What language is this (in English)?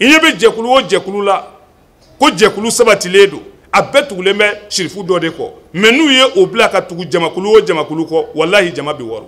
Bambara